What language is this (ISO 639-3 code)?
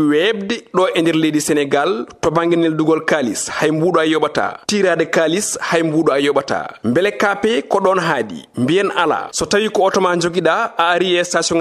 ful